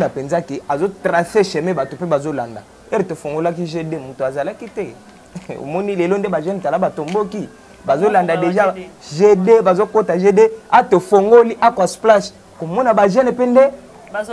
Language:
Lingala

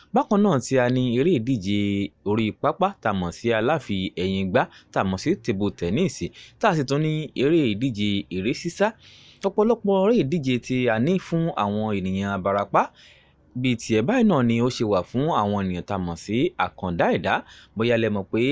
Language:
Yoruba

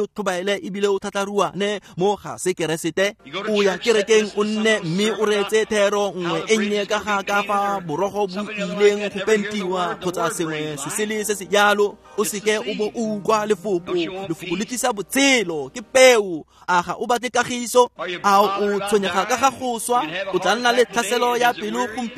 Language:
Tswana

